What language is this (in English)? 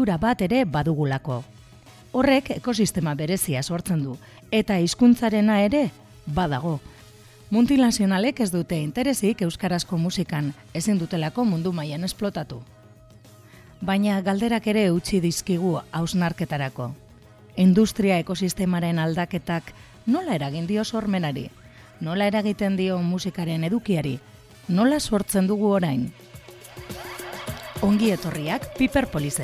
Basque